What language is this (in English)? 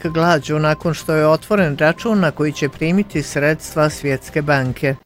Bosnian